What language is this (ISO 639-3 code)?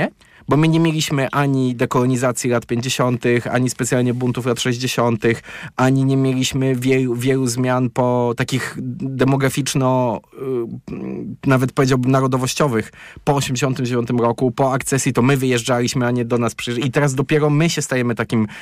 pol